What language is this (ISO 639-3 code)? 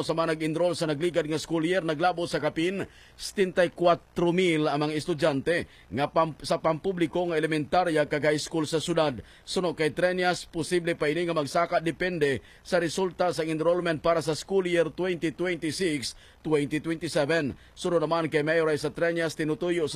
hil